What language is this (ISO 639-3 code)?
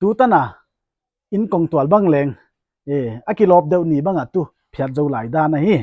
pck